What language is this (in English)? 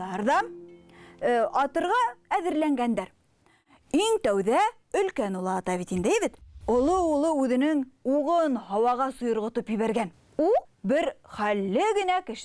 Bashkir